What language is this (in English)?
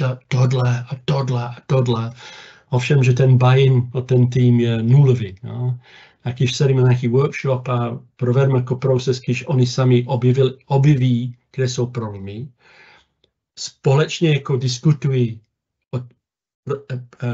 Czech